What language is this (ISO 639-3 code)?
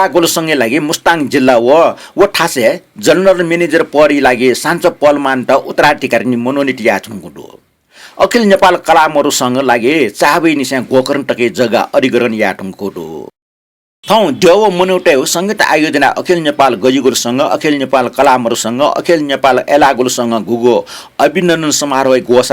new